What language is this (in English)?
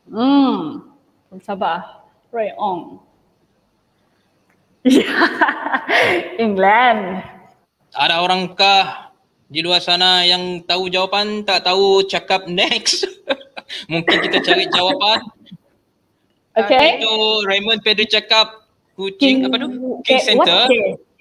Malay